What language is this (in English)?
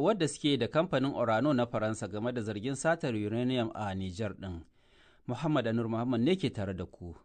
Hausa